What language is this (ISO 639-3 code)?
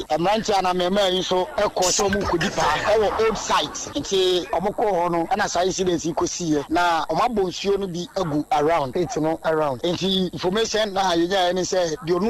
aka